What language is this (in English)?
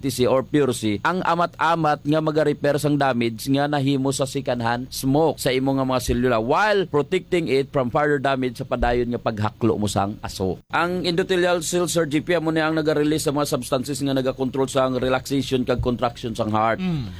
Hiligaynon